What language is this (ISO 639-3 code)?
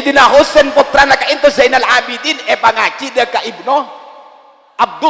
mad